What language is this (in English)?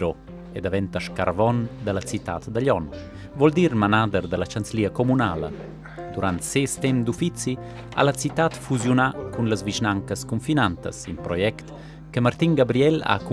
Romansh